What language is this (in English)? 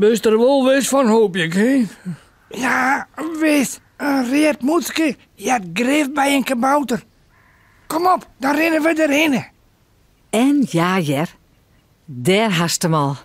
Western Frisian